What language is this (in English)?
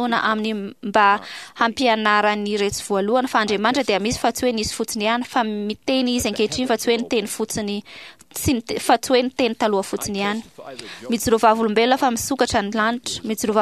Malagasy